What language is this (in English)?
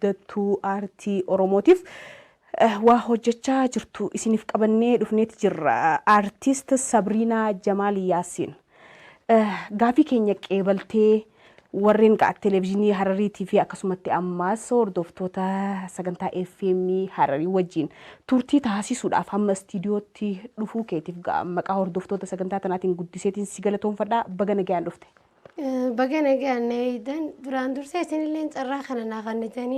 Oromo